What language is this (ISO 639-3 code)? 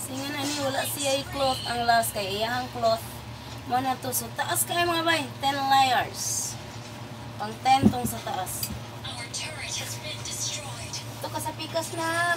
ceb